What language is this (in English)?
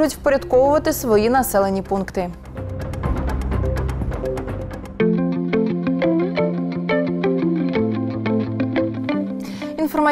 Ukrainian